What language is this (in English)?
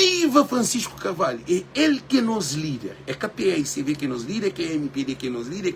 Kabuverdianu